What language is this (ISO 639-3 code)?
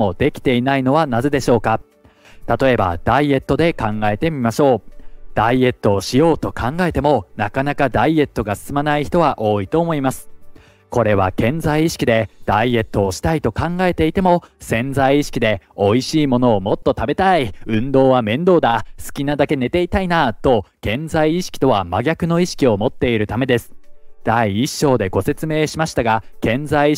jpn